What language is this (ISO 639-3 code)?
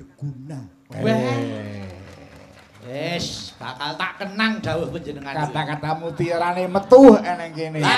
jav